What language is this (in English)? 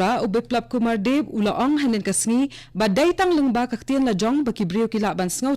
Khasi